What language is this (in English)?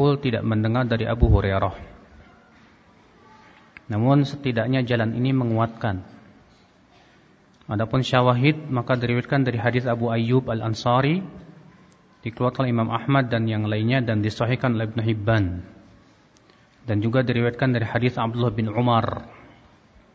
Indonesian